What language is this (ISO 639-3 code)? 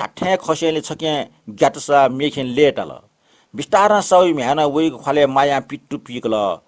new